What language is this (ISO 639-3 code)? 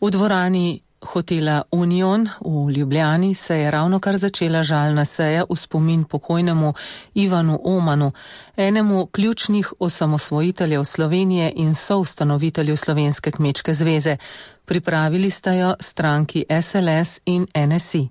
slv